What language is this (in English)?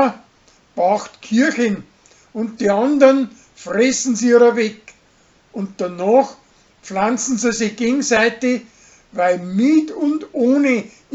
Bavarian